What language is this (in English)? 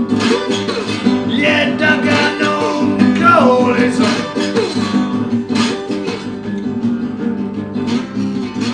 Basque